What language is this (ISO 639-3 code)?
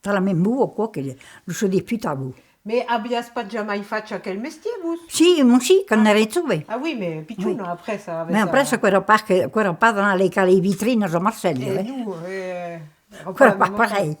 oci